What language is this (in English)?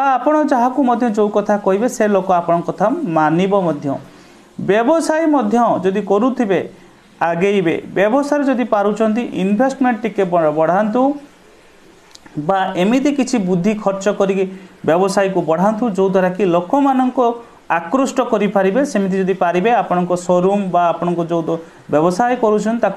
Odia